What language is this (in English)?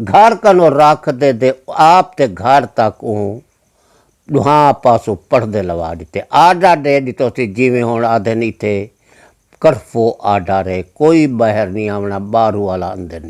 Saraiki